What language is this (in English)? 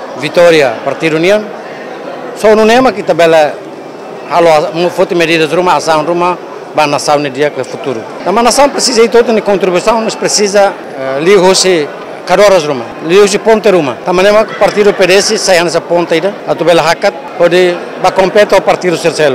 Tetum